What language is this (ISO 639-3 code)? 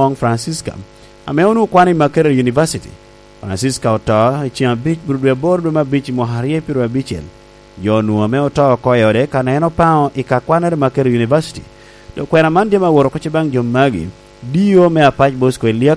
laj